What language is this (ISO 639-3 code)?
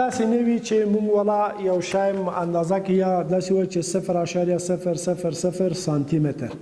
pus